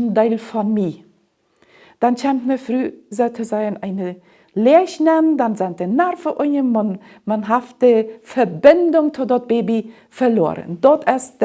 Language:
Plautdietsch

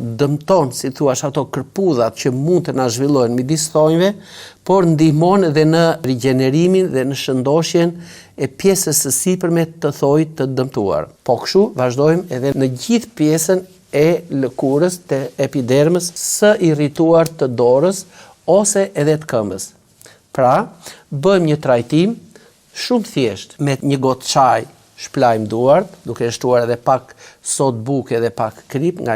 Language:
Albanian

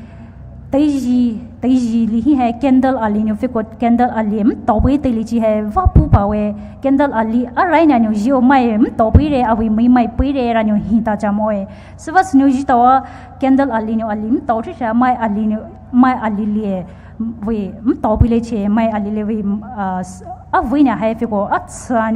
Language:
Poumei Naga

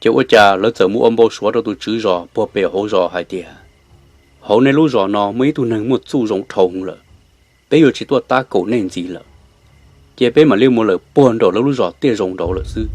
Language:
Hmong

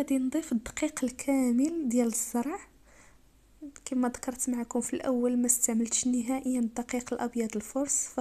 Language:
Moroccan Arabic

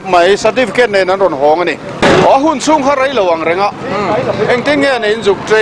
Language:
Mizo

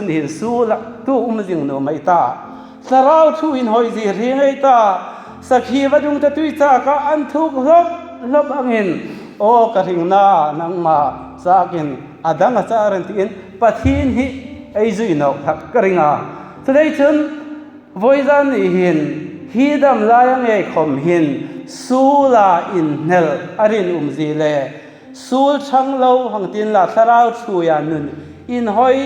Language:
Hmar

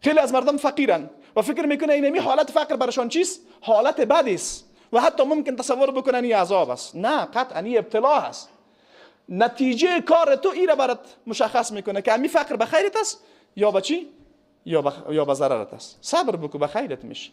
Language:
Persian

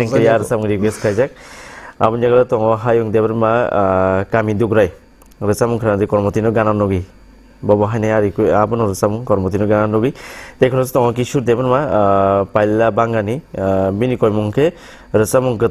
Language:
Kok Borok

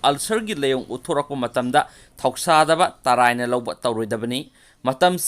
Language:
Manipuri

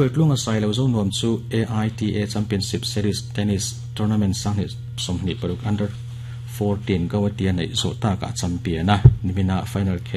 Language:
Mizo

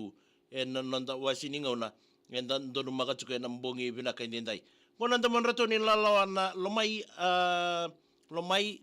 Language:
Fijian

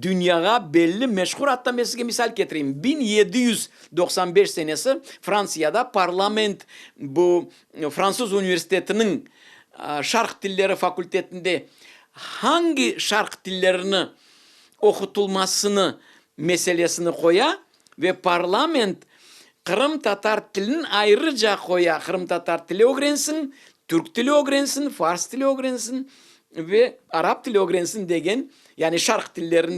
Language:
Crimean Tatar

